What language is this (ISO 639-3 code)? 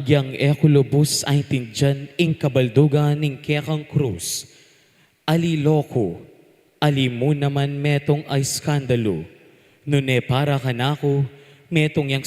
pam